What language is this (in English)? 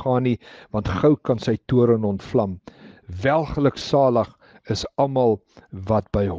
Afrikaans